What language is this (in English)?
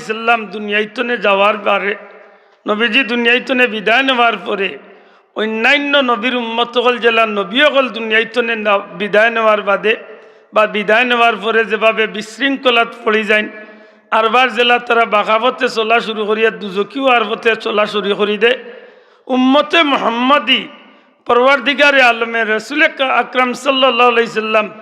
Sylheti